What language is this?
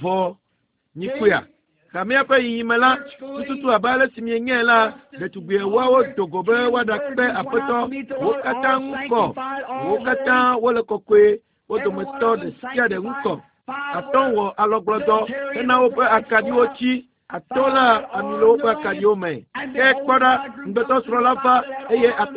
Ewe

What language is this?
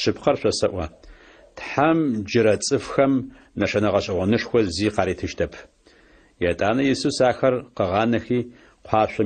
Adyghe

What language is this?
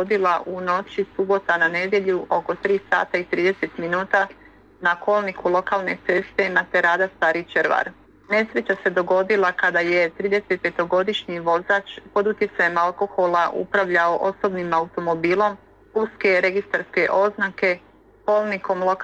Croatian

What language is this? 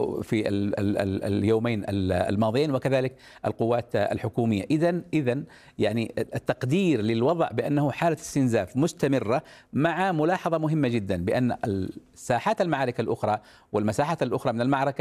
Arabic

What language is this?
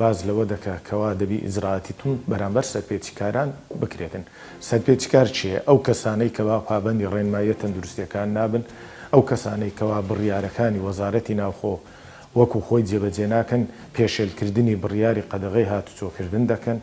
Central Kurdish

